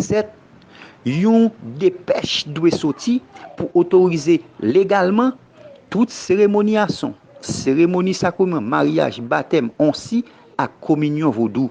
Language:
Haitian Creole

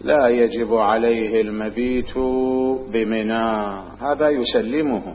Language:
Mesopotamian Arabic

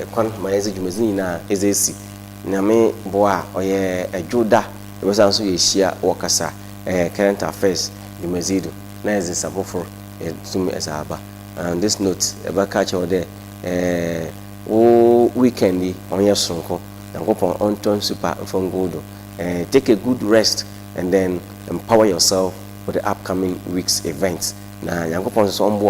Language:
Akan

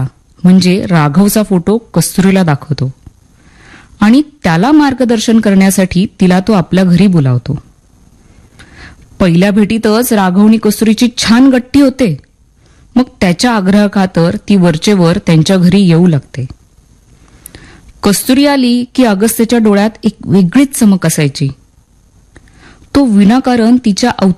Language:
Marathi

